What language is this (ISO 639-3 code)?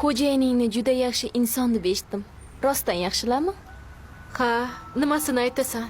uzb